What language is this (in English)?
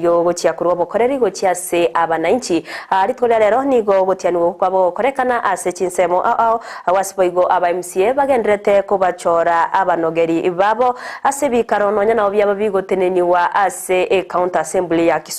Gusii